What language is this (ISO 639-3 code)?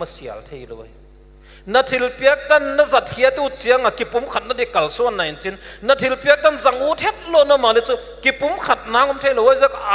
pck